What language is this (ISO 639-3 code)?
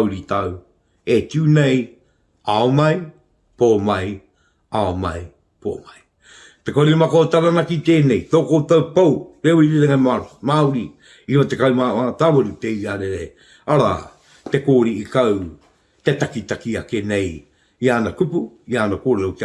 mri